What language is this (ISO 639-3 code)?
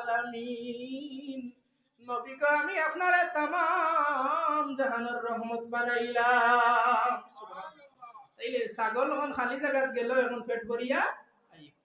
syl